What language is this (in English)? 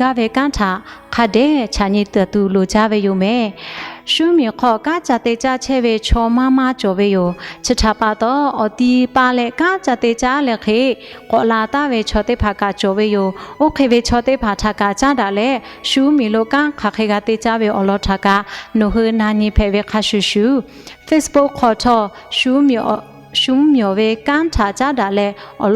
Lahu